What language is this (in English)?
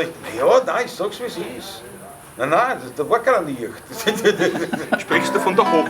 Bavarian